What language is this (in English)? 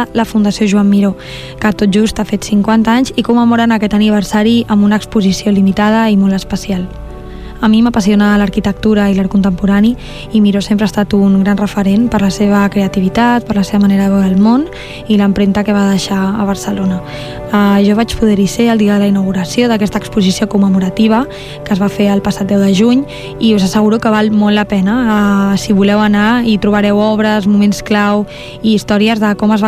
Catalan